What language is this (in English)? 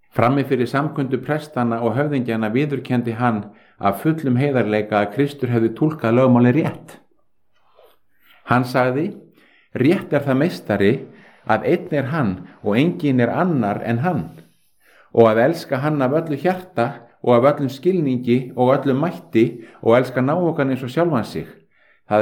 Icelandic